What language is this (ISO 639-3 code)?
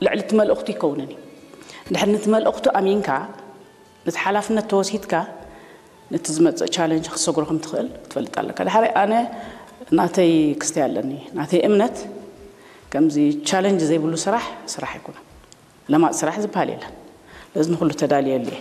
tir